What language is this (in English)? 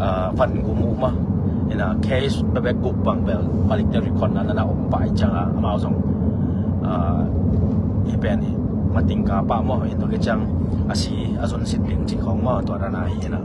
Tedim Chin